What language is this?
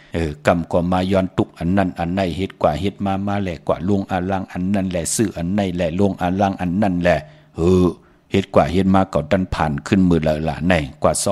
Shan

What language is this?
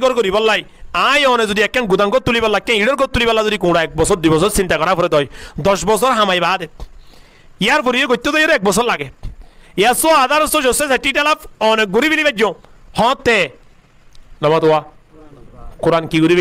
Rohingya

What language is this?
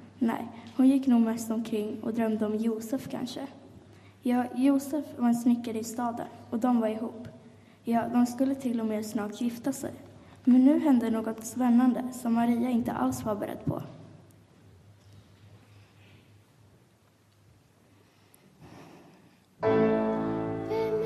Swedish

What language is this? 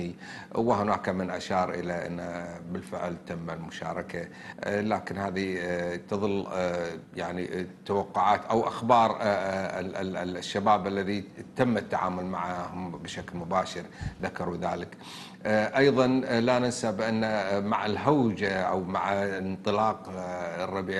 Arabic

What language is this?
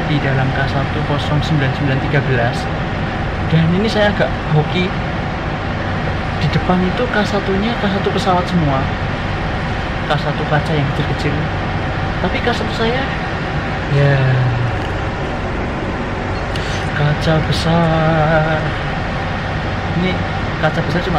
Indonesian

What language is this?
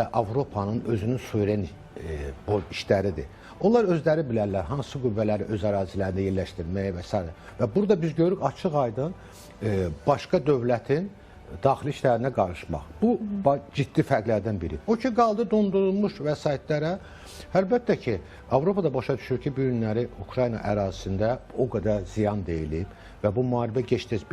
Azerbaijani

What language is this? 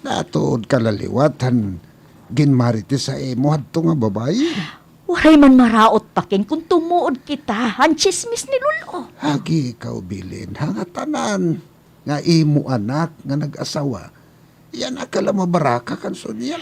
Waray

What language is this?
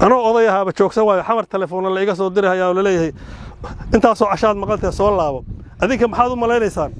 Somali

